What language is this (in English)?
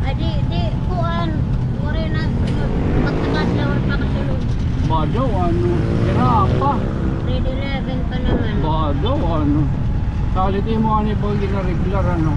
Waray